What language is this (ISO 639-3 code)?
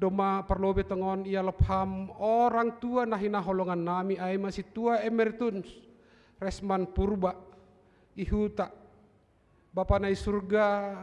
bts